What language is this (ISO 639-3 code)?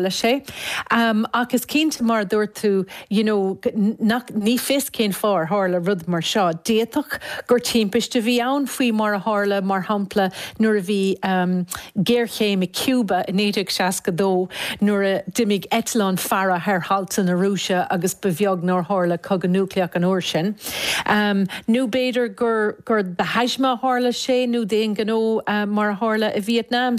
gle